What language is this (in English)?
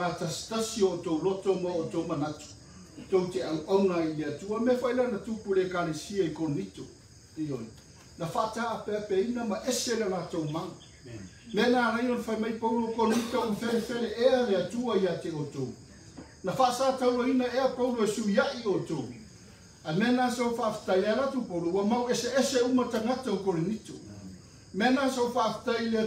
Samoan